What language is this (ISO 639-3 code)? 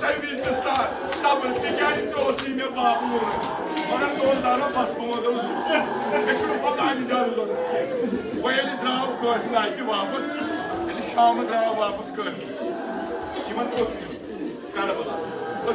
kas